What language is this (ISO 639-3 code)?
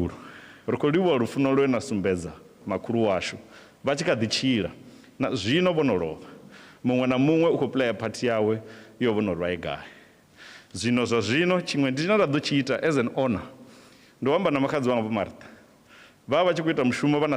ven